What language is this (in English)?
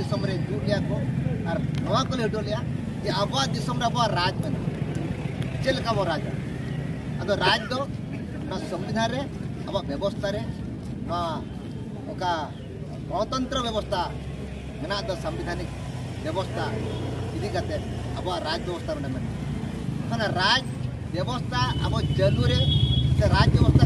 Santali